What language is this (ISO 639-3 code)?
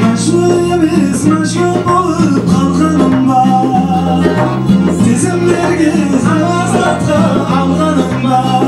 kaa